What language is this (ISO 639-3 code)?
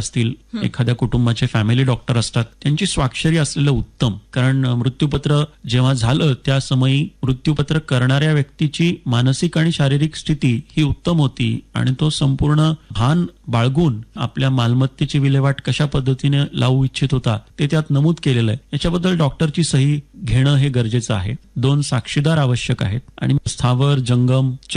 mar